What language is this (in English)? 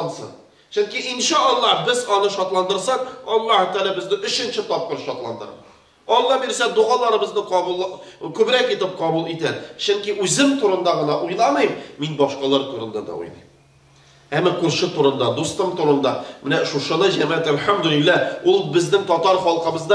Tatar